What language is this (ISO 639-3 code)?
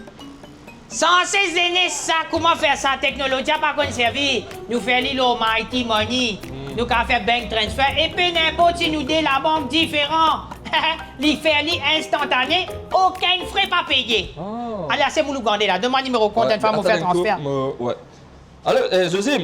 mfe